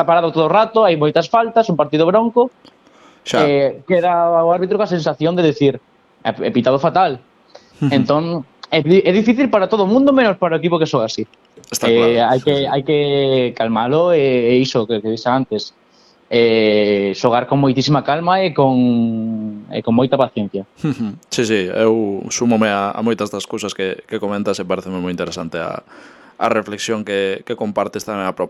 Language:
Galician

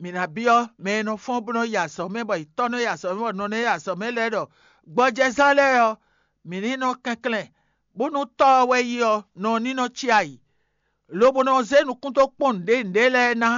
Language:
Fon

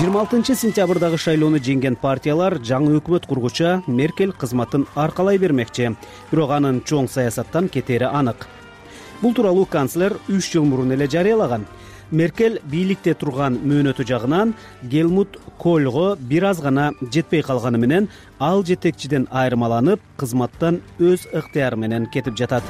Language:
Kyrgyz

